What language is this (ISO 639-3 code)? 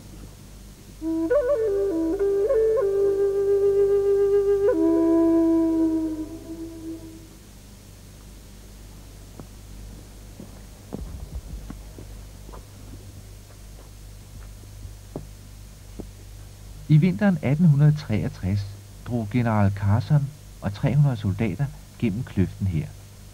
dan